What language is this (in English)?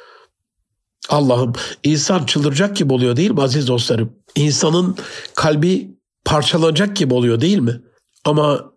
Turkish